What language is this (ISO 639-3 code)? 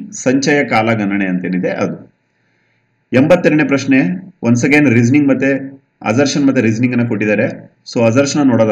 kan